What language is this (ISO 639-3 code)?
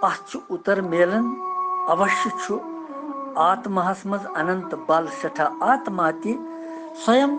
kas